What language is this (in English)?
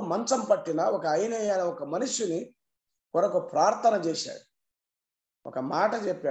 Telugu